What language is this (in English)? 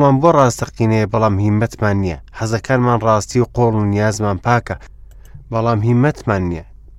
Central Kurdish